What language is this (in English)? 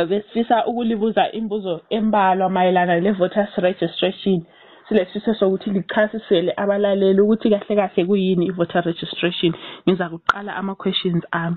North Ndebele